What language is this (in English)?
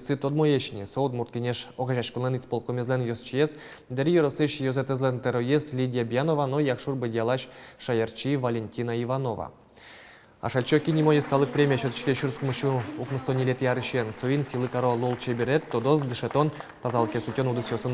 Udmurt